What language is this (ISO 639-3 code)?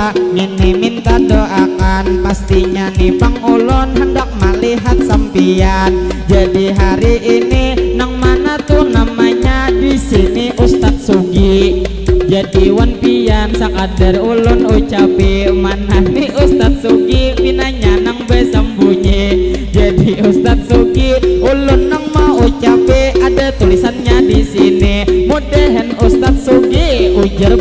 bjn